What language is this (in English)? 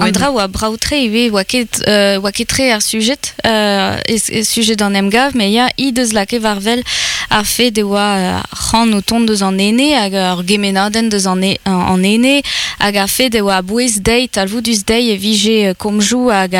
Breton